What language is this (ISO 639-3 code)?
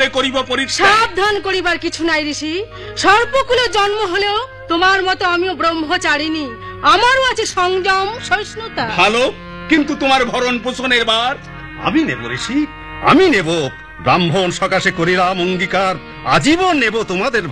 ben